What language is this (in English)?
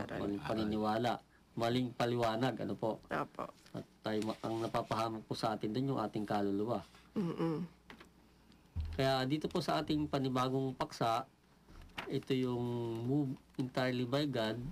Filipino